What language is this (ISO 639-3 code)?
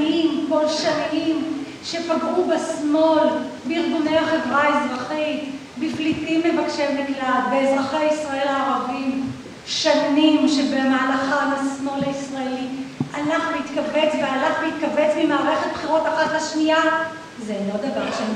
heb